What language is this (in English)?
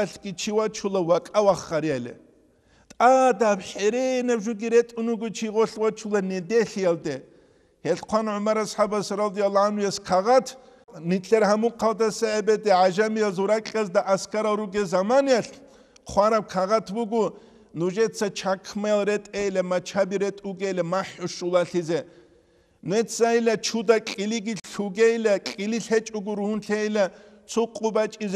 Avaric